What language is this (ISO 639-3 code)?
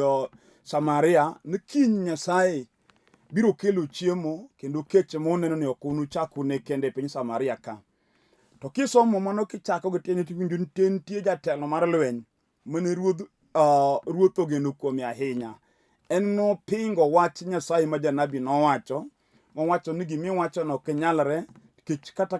luo